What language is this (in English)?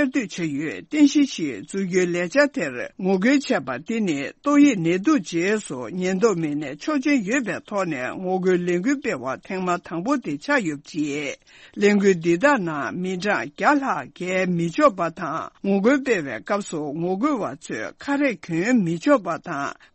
Tibetan